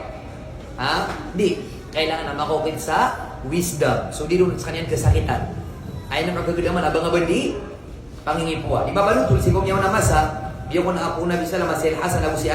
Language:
Maranao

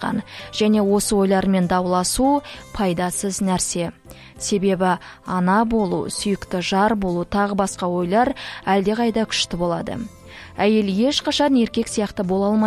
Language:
Kazakh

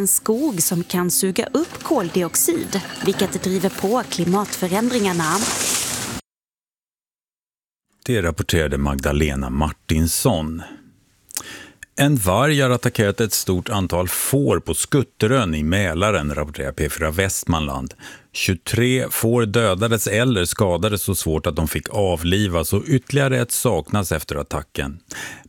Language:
Swedish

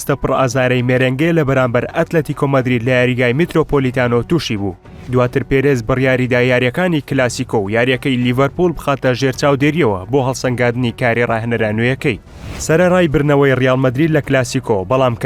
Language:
Central Kurdish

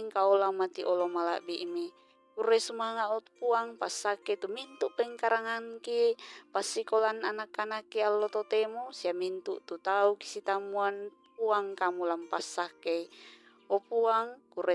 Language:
Toraja-Sa'dan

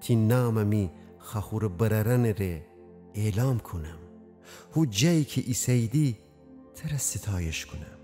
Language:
Gilaki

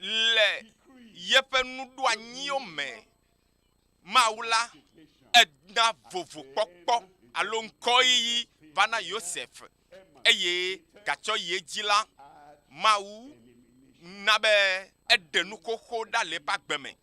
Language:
Ewe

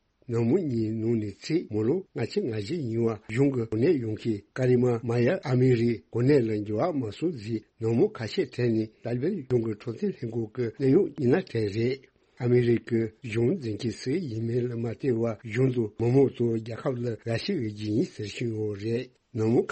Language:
Tibetan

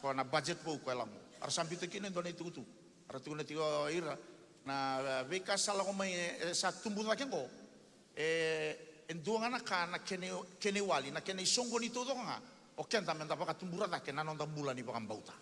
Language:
Fijian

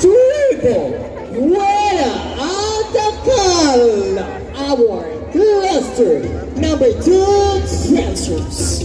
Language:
Masbatenyo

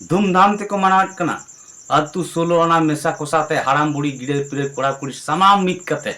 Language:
Santali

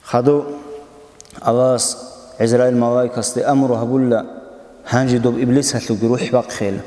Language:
Avaric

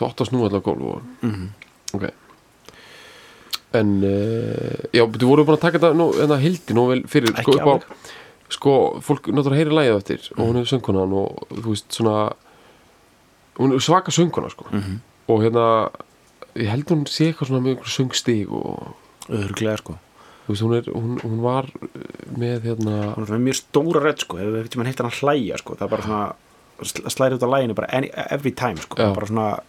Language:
Icelandic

